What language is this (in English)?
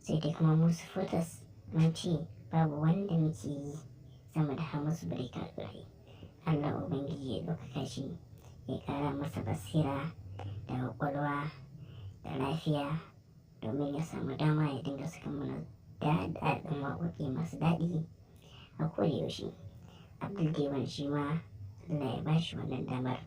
Hausa